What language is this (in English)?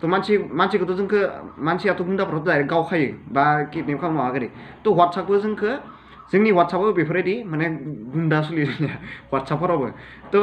Bodo